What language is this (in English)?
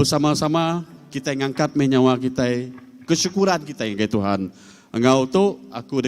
Iban